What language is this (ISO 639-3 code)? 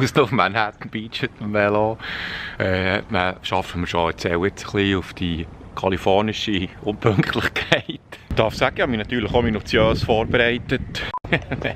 gsw